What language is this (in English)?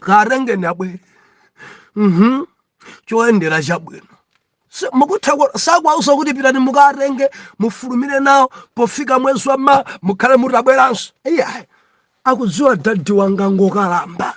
Nyanja